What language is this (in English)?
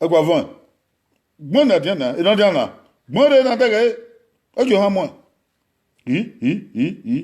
Bini